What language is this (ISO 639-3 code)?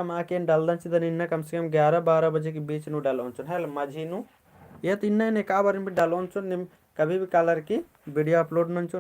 kru